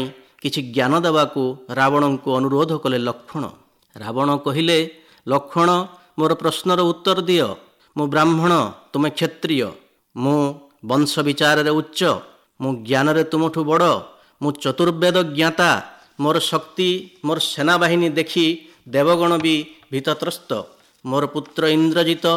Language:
Odia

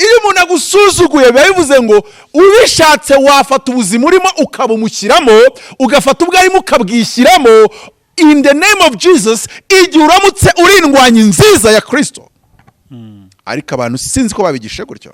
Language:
Kinyarwanda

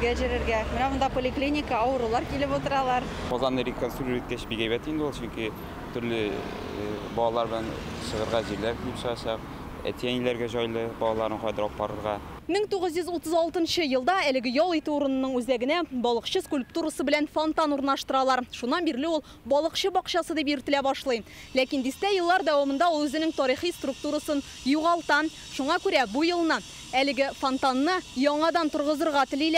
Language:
Tatar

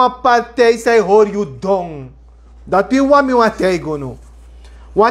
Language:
Sranan Tongo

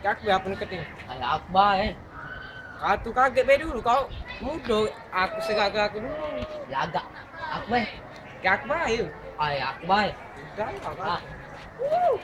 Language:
Musi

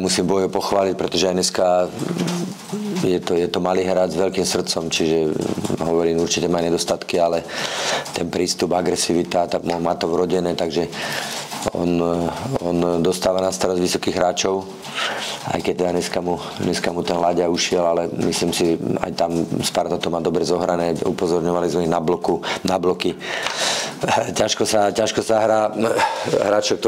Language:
Slovak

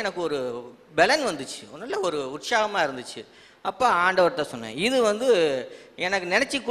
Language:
Tamil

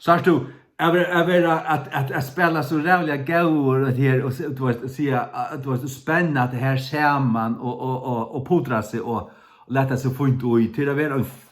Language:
Faroese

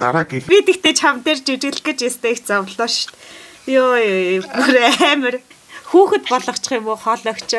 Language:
Mongolian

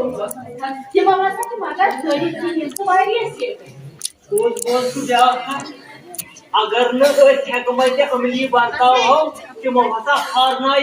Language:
Kashmiri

